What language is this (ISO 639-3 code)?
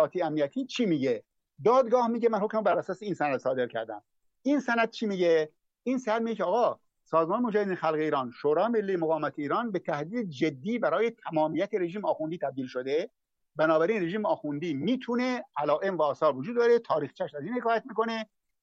fas